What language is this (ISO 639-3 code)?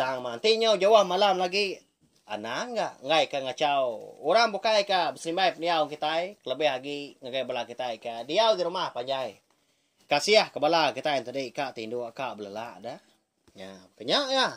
iba